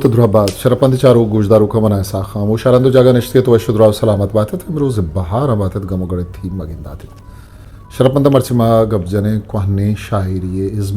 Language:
Eastern Balochi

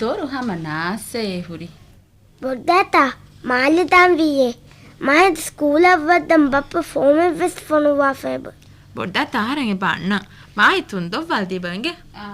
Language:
Divehi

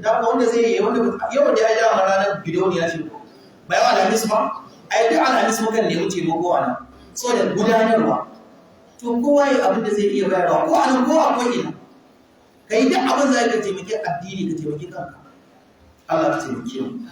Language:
Hausa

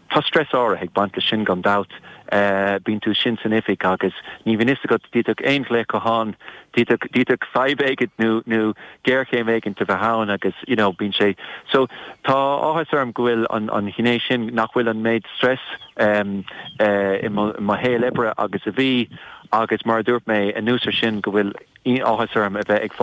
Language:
Irish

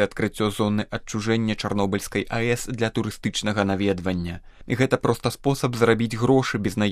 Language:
Belarusian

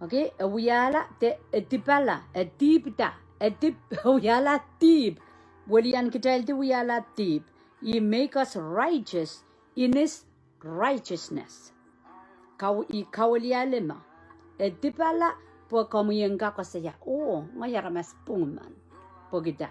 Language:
Pohnpeian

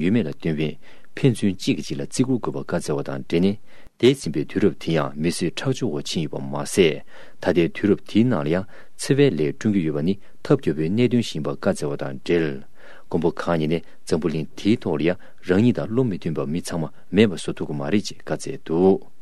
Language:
Tibetan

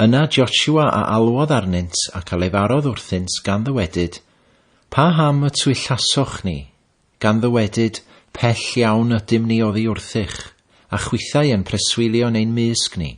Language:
Welsh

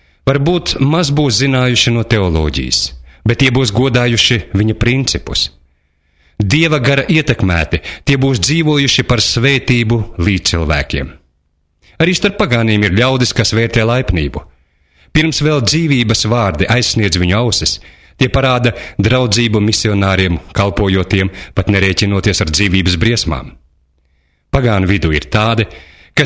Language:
Latvian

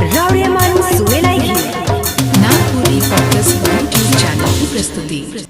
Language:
Sadri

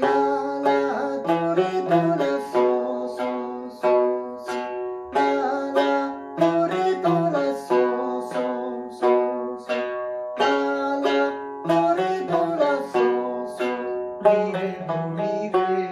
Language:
Tibetan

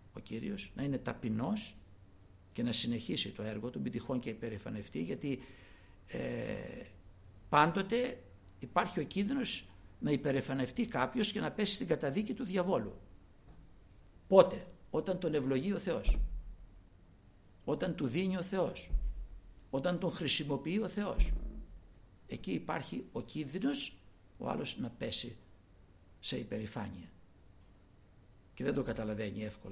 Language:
Greek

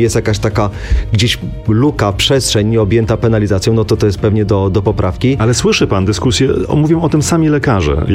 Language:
Polish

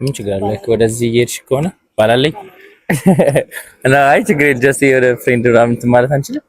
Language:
Amharic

